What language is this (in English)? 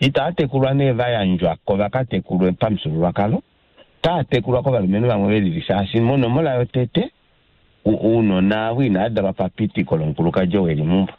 Kuanyama